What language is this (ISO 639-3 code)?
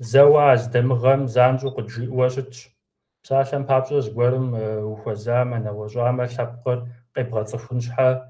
kbd